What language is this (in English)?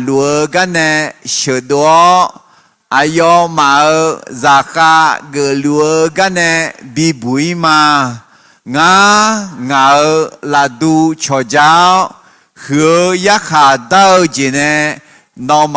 Akha